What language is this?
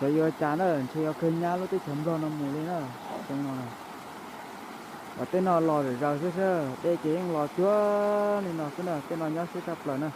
Hmong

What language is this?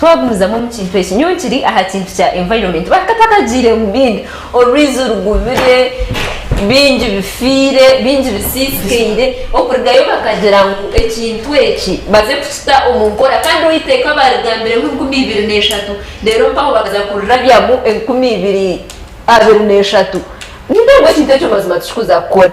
Nyankole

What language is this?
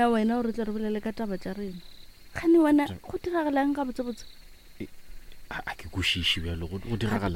Northern Sotho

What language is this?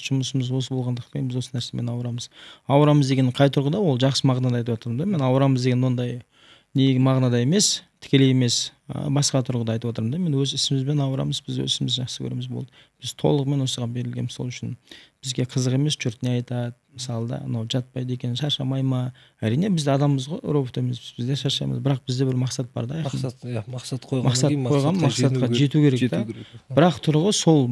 Kazakh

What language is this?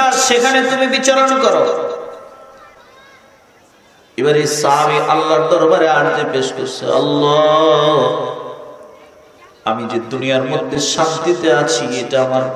Bangla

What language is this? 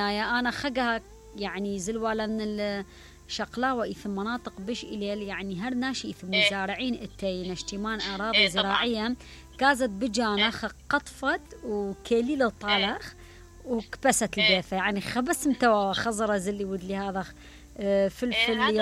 Mesopotamian Arabic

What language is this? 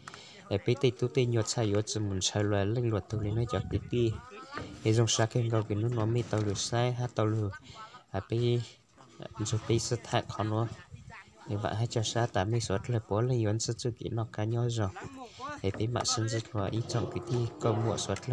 Hmong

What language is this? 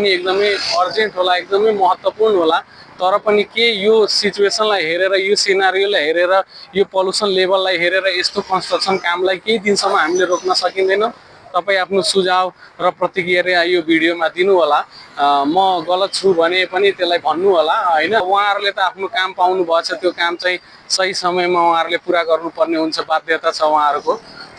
Nepali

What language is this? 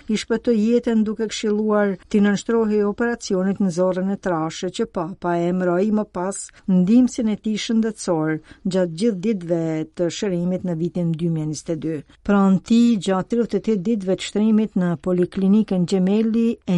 Albanian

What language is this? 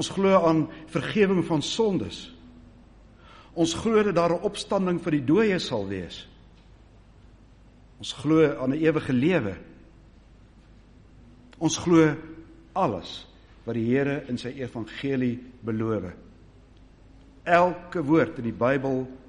Afrikaans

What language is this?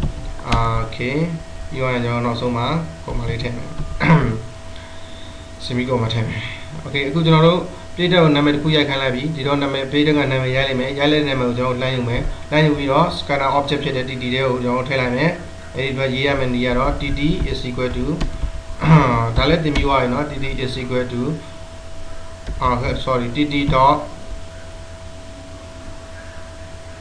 Burmese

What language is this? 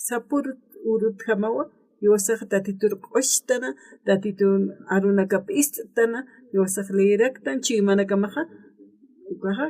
Aymara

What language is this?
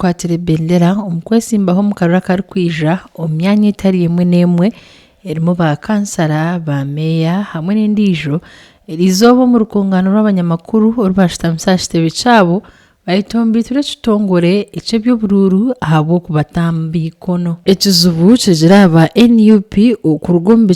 Nyankole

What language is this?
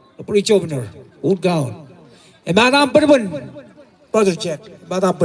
Marshallese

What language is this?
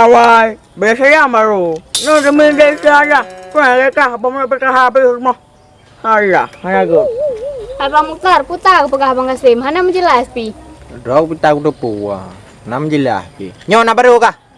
Achinese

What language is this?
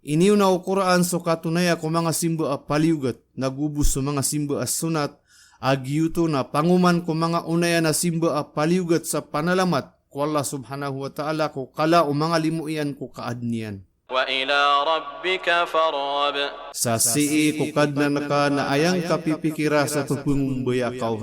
Maranao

